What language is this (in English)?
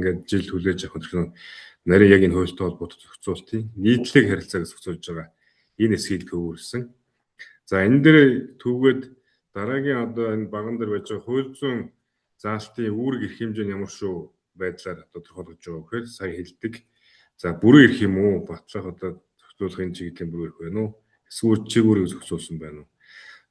Mongolian